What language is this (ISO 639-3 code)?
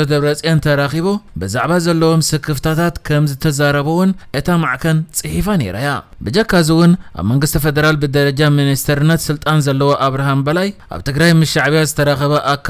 tir